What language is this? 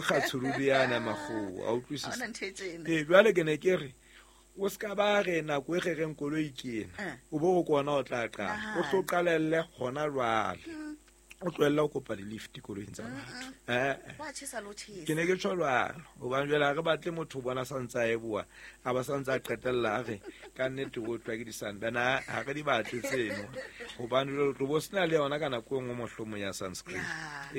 Southern Sotho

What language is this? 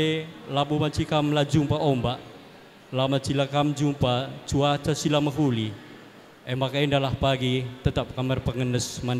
Batak Karo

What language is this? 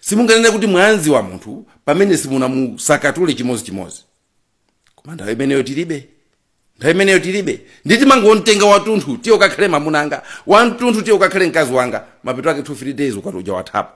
Nyanja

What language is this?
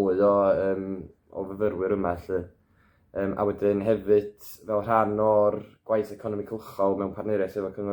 Welsh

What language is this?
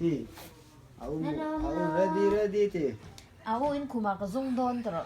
Mizo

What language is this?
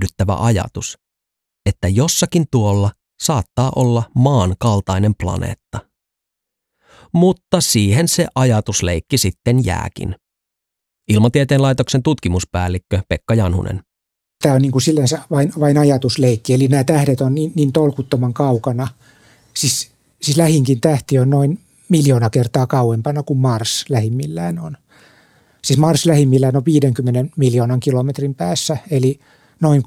Finnish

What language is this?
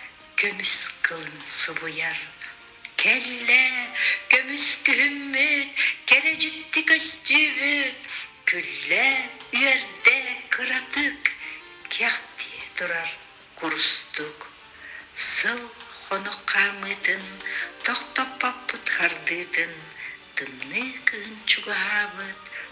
Yakut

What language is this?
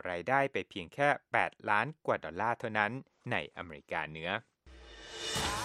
Thai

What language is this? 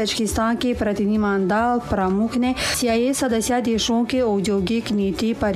Tajik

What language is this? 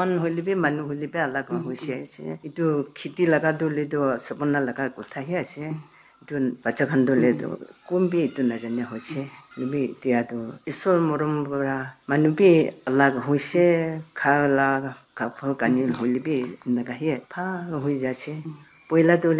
Naga Pidgin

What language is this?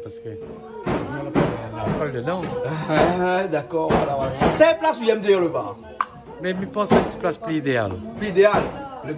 Réunion Creole French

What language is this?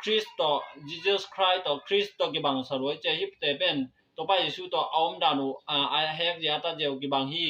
Tedim Chin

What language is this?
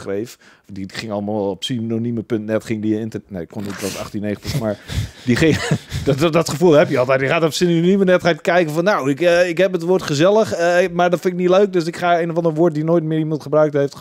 Dutch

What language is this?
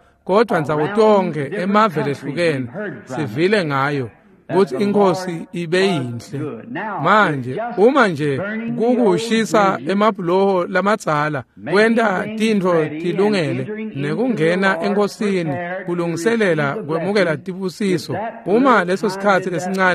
Swati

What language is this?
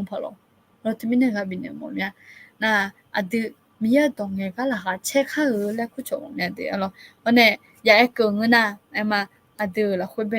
Akha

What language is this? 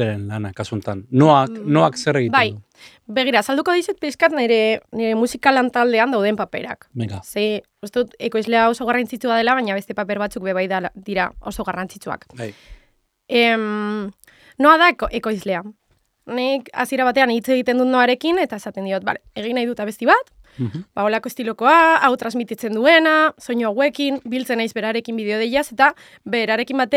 Basque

